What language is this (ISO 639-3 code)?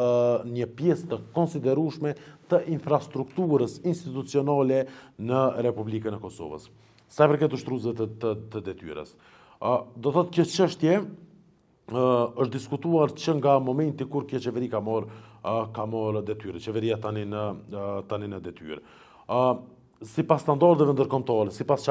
sqi